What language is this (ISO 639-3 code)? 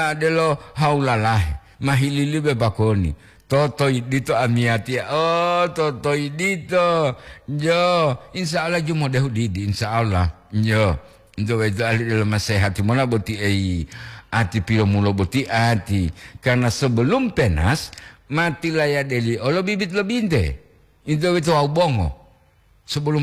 gor